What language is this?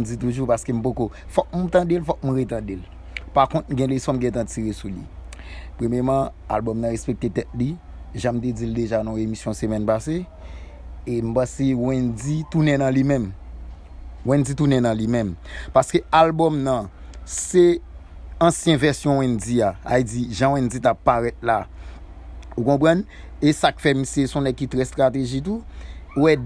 Haitian Creole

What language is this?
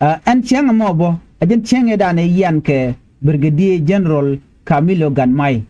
Nuer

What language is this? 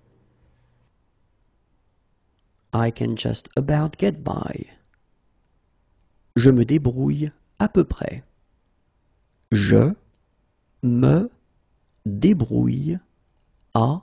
French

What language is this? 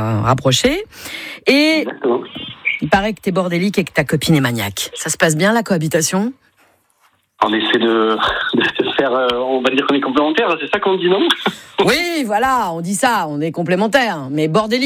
French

